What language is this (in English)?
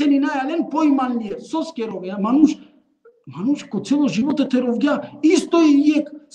Balkan Romani